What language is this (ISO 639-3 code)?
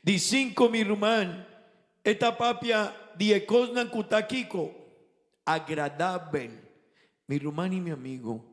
pap